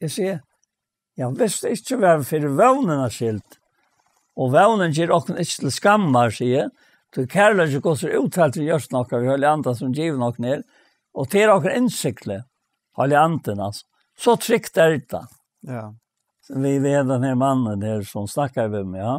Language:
Faroese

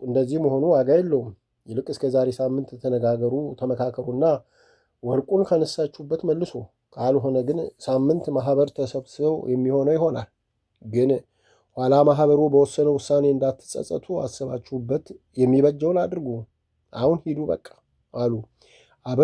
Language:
Amharic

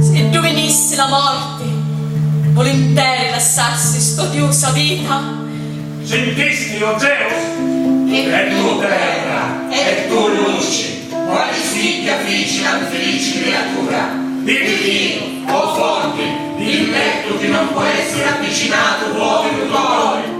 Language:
Sicilian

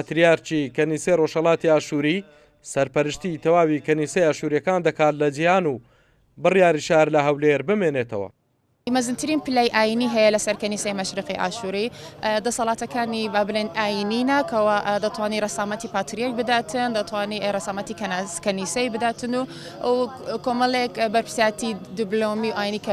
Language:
Central Kurdish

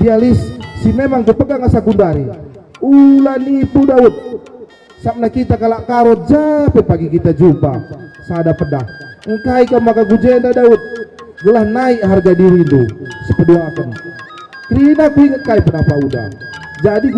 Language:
Batak Karo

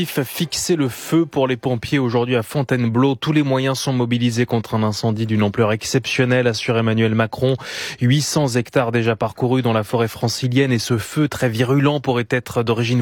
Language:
French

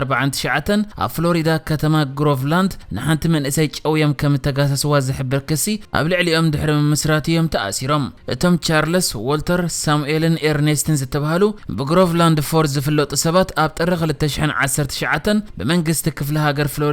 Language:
Tigrinya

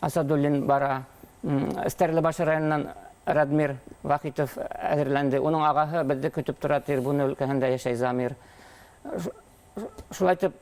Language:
Bashkir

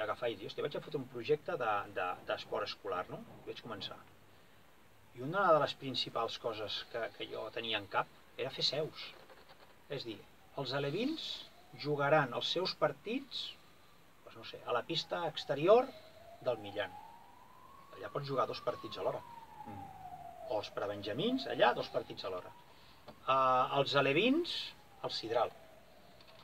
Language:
Catalan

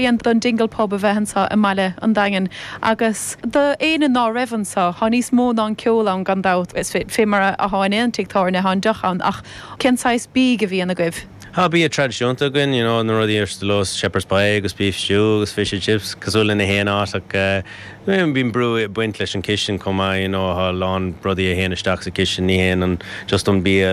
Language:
Irish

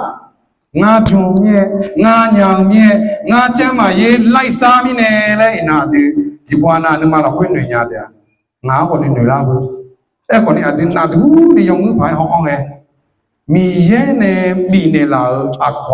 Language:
Akha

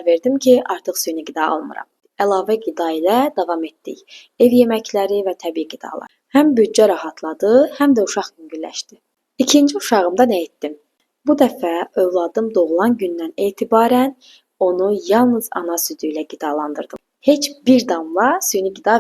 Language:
Azerbaijani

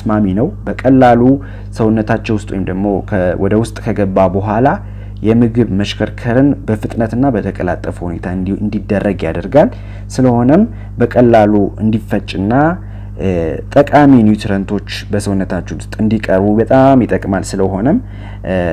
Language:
Amharic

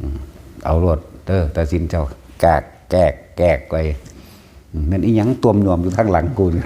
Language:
Northeastern Thai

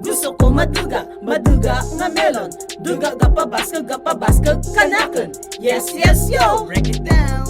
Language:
Kinaray-a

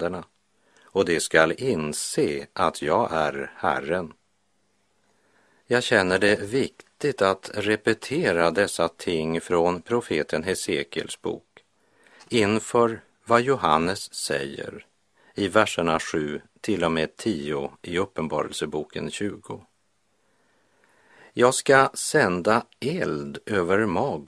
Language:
Swedish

